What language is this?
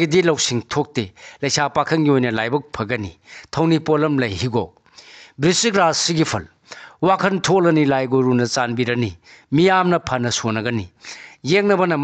Manipuri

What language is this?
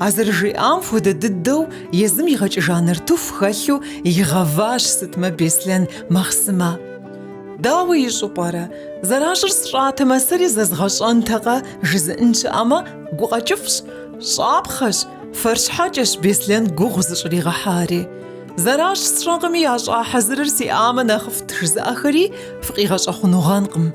Kabardian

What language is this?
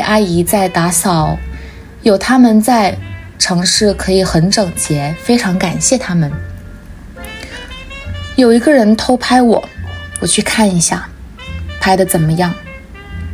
Chinese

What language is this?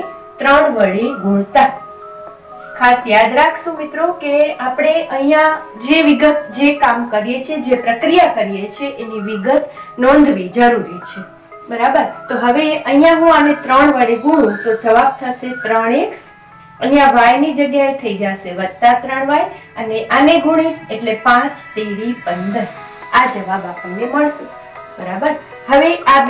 Gujarati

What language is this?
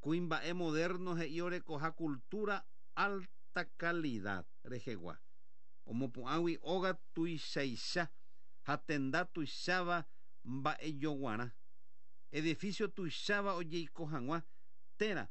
Guarani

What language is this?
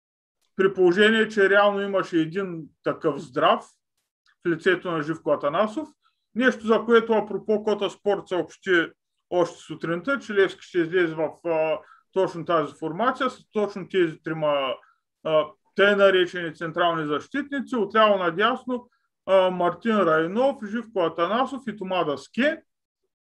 Bulgarian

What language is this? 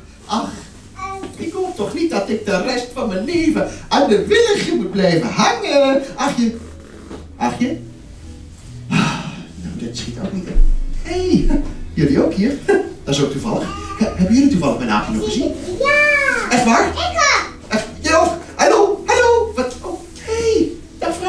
Dutch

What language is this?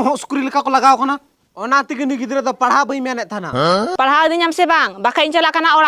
Santali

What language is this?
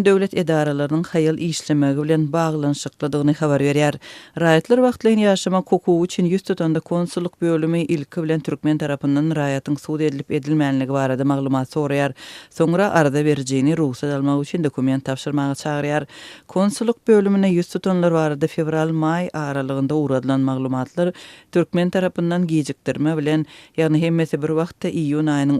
Turkmen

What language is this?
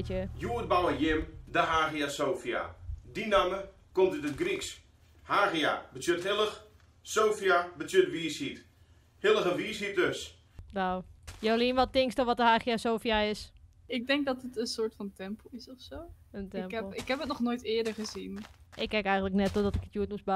Western Frisian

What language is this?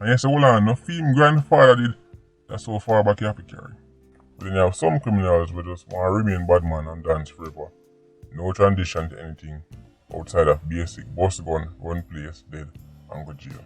Jamaican Creole English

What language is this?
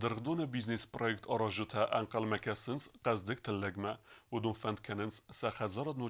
Ossetic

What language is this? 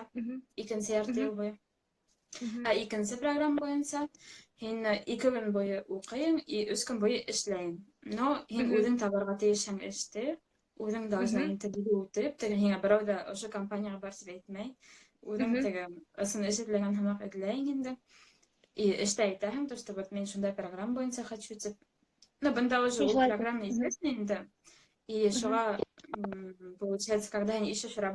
Bashkir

